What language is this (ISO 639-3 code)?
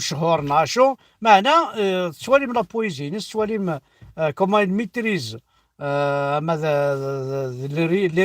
kab